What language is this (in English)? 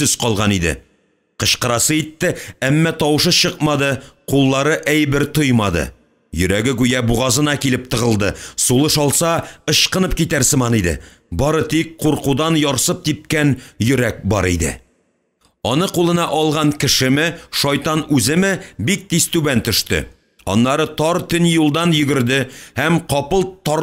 Tatar